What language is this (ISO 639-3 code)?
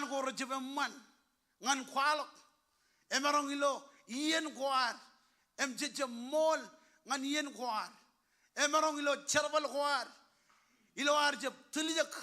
mah